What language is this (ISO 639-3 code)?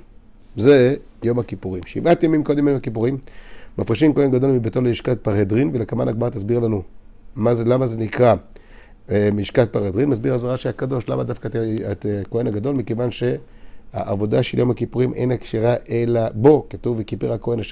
heb